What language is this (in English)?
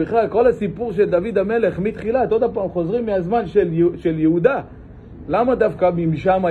Hebrew